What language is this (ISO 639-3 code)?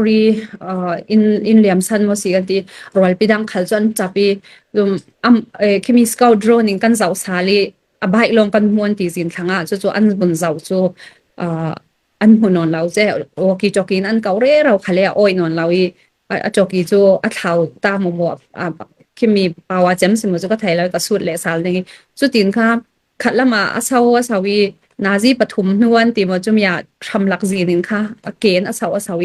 cfm